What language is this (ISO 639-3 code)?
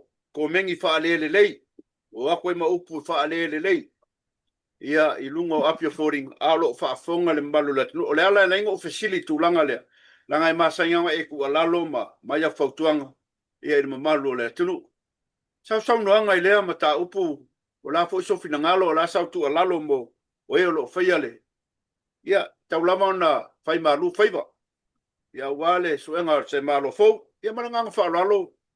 smo